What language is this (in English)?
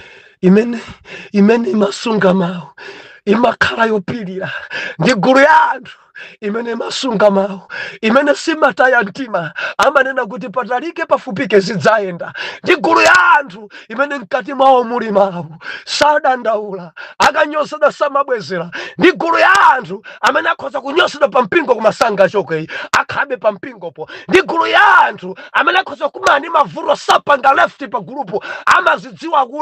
Nyanja